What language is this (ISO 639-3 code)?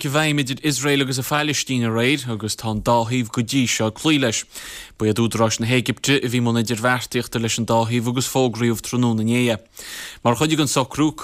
gle